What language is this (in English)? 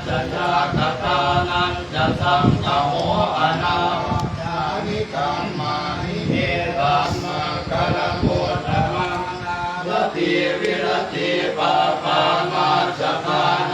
Pali